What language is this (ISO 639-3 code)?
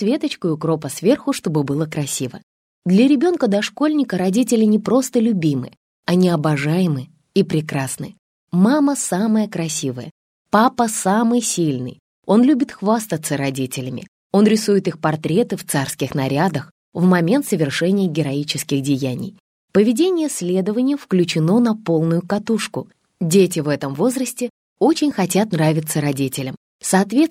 rus